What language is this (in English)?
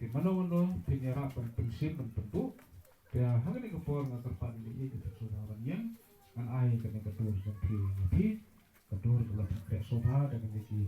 Khasi